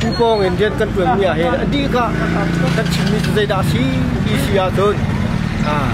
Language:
Hakha Chin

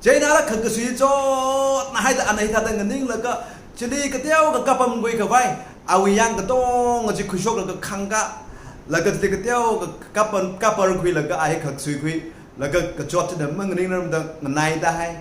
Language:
Tangkhul Naga (India)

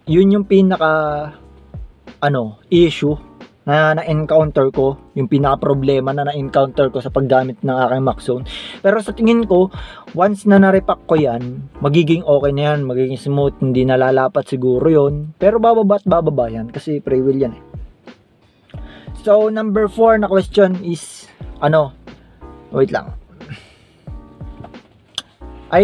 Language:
Filipino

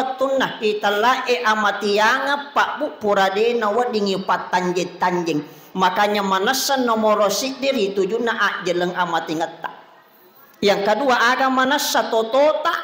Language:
Buginese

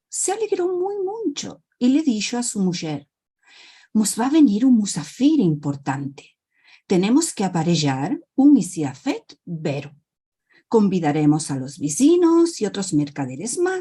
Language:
Ladino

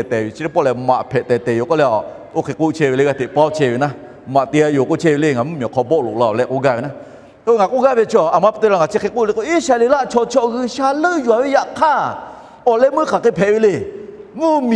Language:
Lahu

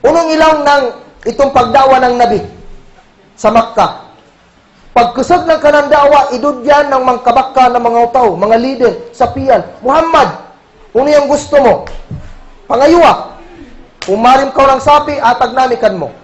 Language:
Kagan Kalagan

